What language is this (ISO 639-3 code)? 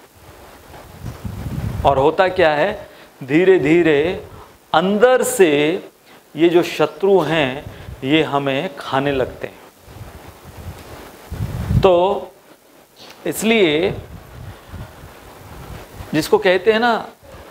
hin